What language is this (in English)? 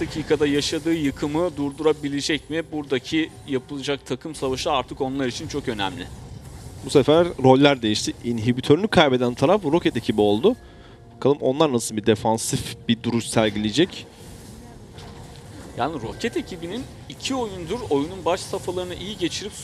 Turkish